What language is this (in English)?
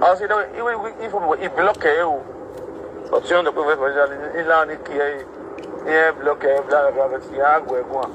Nigerian Pidgin